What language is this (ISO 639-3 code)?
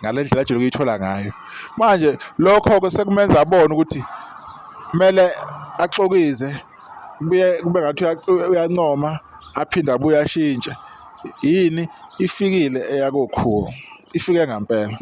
zul